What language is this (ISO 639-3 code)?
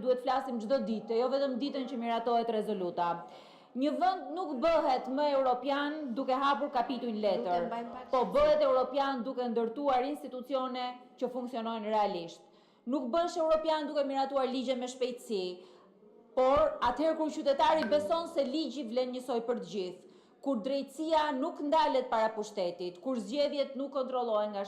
sqi